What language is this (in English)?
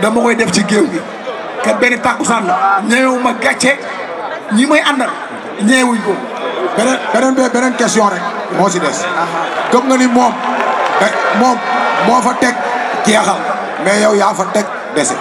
Wolof